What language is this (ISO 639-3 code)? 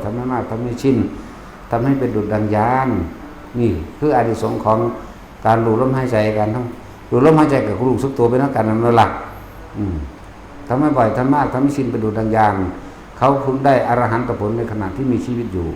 tts